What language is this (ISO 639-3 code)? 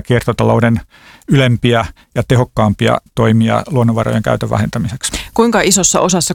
fin